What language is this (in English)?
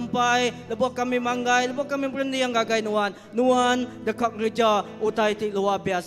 Iban